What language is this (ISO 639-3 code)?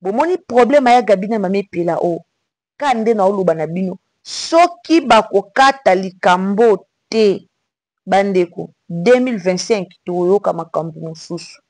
lin